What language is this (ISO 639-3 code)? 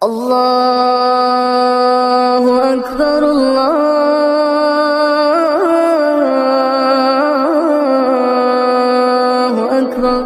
ace